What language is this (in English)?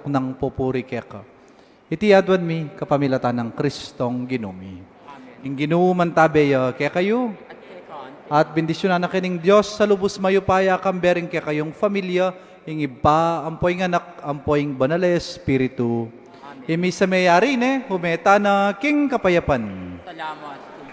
Pampanga